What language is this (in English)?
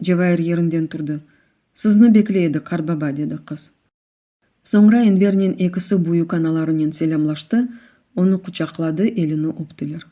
Crimean Tatar